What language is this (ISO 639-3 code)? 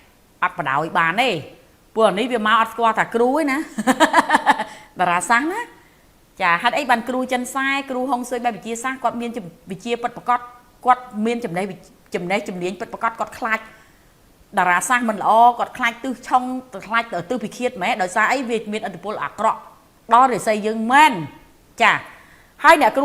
khm